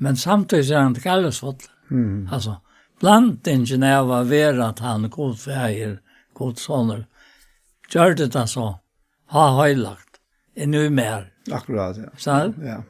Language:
Faroese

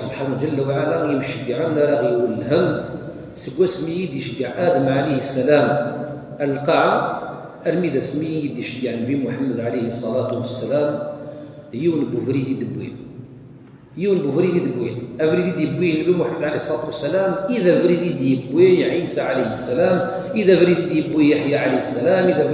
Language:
Kabyle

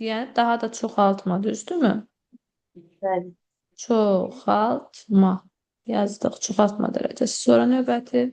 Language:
Azerbaijani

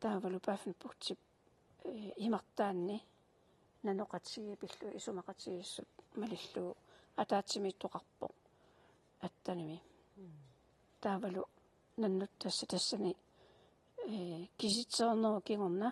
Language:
Kalaallisut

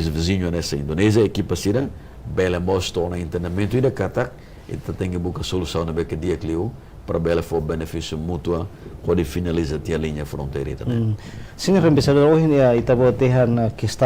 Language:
Tetum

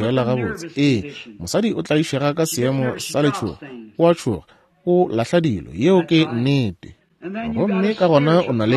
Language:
Northern Sotho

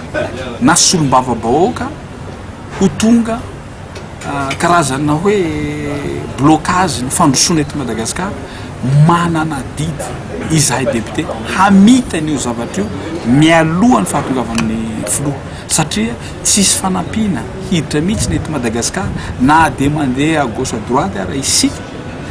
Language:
Malagasy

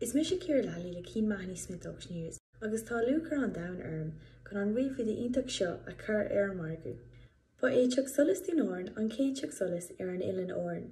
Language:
Irish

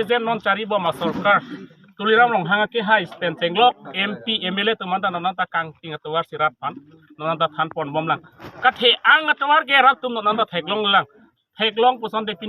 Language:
Karbi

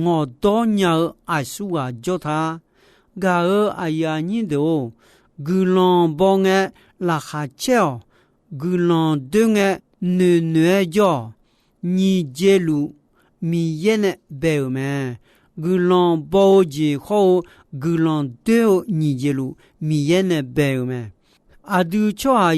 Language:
Akha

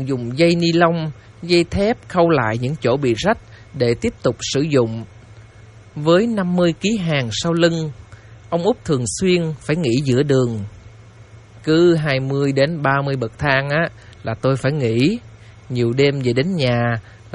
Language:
Vietnamese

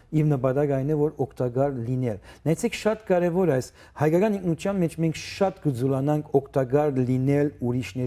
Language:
Western Armenian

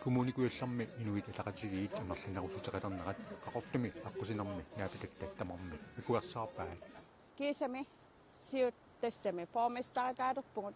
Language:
Kalaallisut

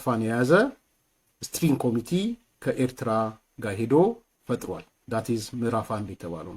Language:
Amharic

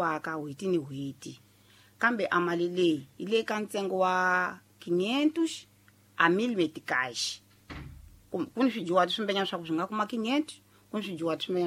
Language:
Tsonga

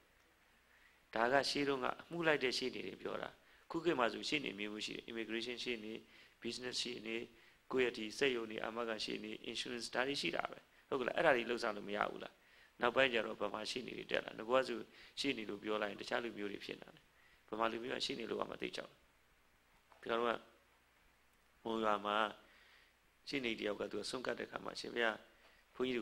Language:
Burmese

